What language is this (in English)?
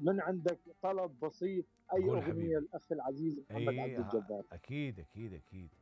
Mesopotamian Arabic